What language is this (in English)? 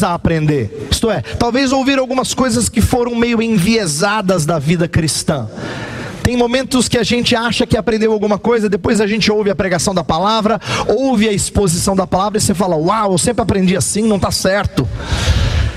Portuguese